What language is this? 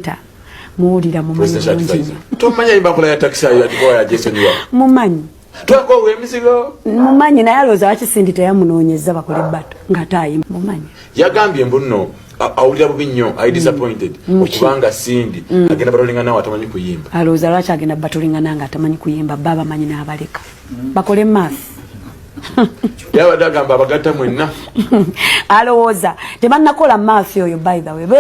Ganda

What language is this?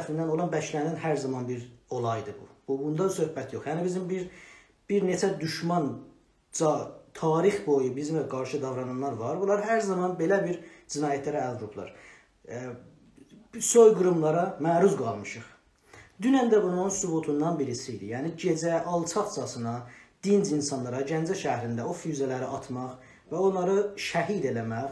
South Azerbaijani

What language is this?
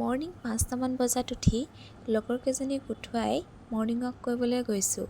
Assamese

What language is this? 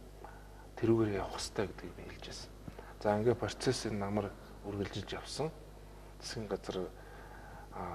Mongolian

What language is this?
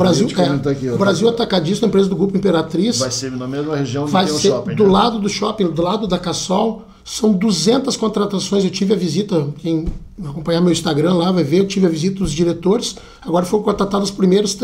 Portuguese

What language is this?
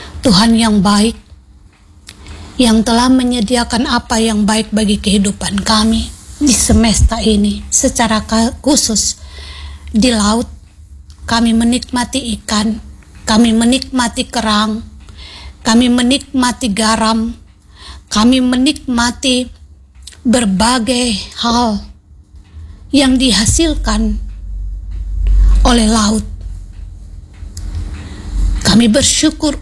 Indonesian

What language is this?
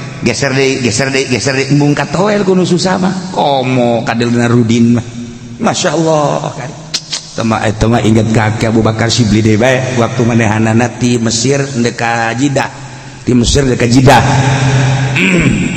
Sundanese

